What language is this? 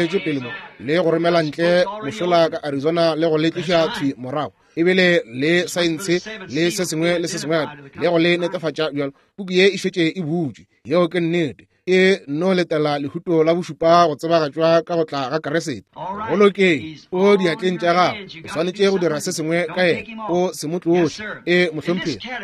Northern Sotho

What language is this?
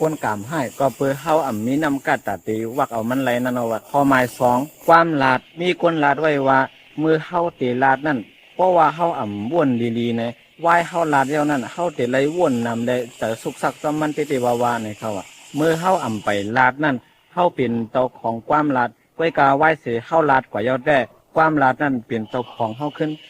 Shan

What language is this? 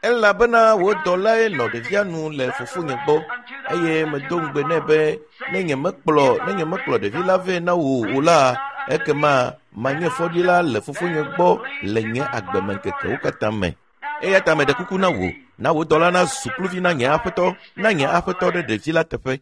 Ewe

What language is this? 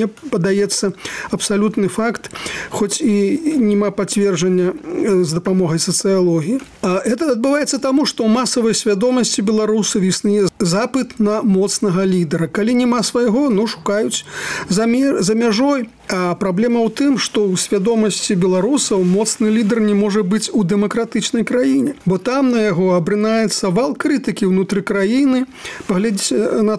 Belarusian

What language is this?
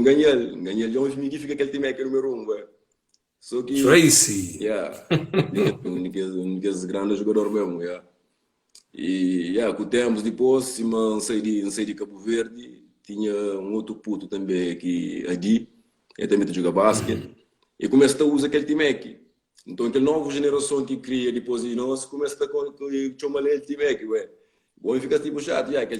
Kabuverdianu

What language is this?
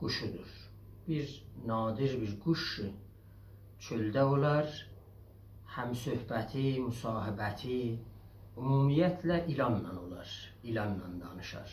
South Azerbaijani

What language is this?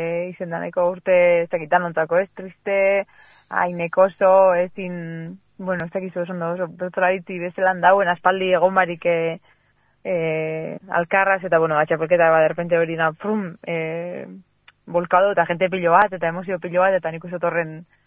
Basque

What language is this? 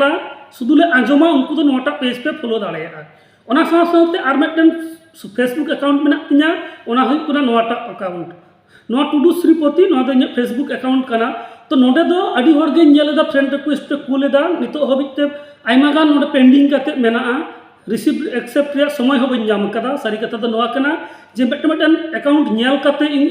Santali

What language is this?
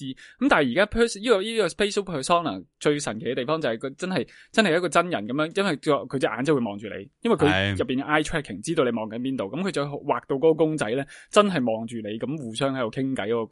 Cantonese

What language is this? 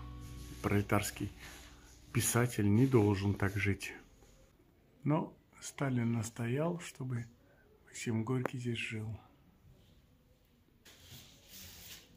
Russian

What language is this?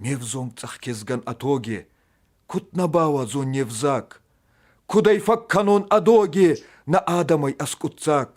Ossetic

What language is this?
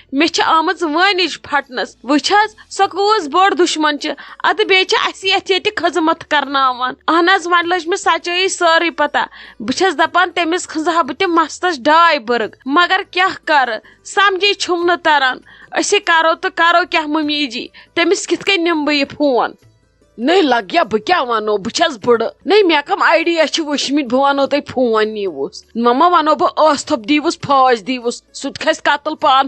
Kashmiri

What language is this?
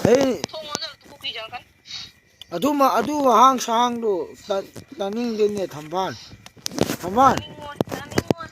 Manipuri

